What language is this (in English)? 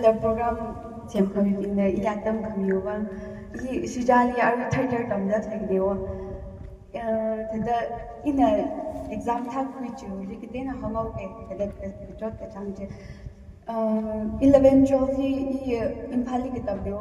Tangkhul Naga (India)